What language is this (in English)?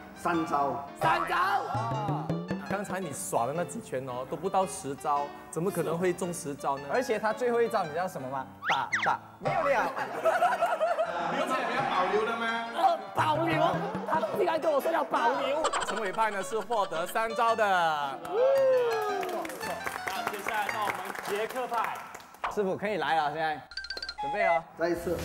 Chinese